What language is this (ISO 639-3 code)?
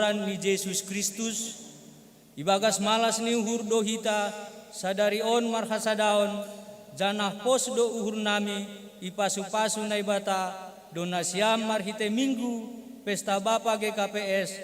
bts